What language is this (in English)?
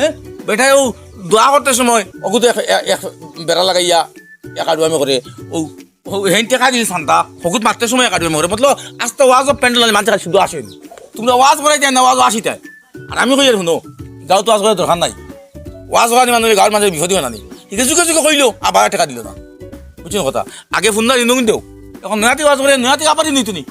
Sylheti